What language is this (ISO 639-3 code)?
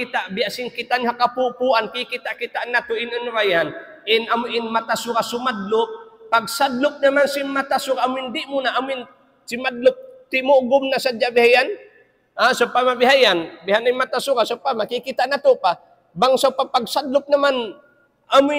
tsg